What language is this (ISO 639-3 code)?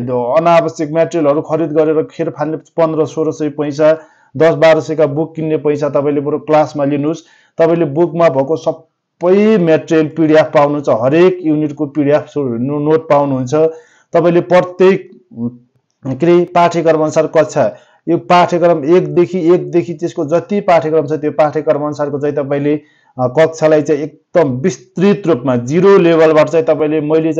nep